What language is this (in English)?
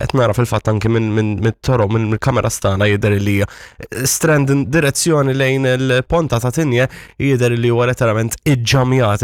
Maltese